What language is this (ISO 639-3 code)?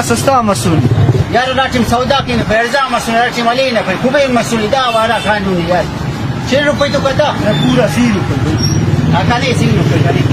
brh